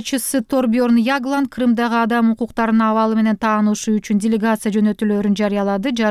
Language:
Kyrgyz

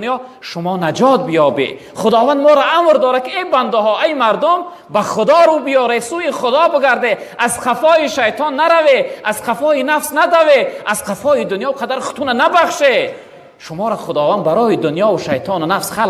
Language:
Tajik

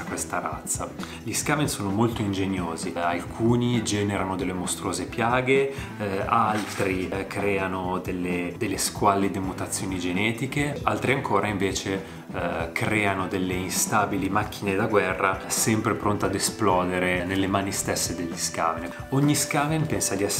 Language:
Italian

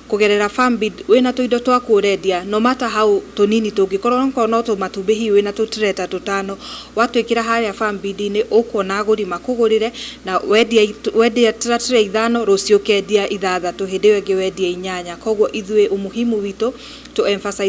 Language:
Kikuyu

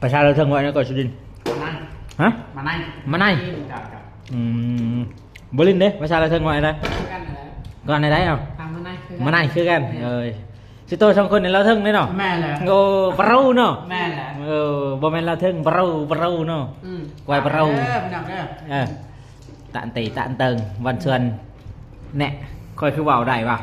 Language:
Lao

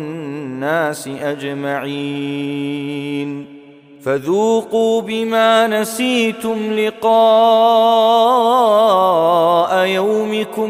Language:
Arabic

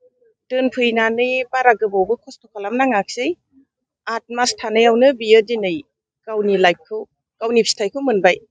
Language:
Bodo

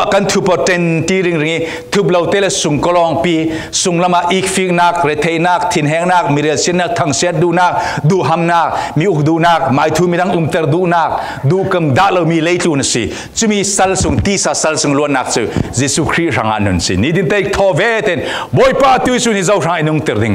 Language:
Falam Chin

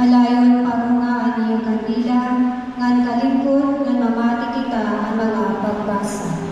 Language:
Waray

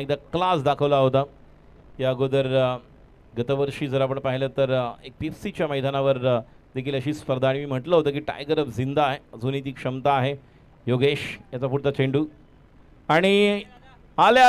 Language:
Marathi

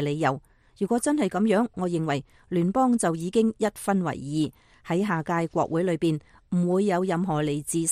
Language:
Cantonese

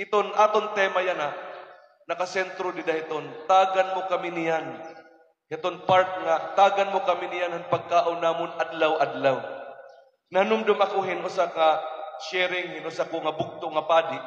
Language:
Waray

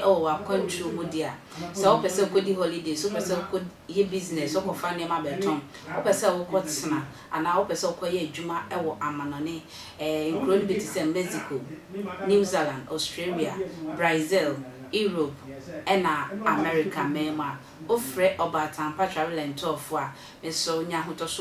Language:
Akan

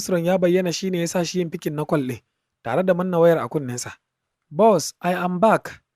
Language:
Hausa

